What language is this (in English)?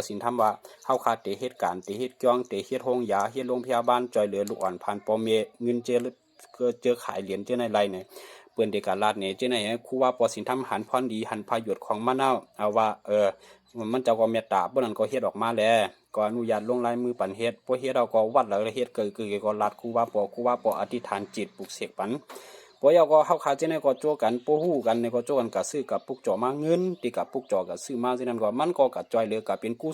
Shan